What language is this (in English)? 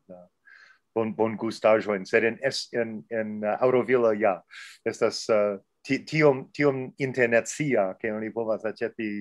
Esperanto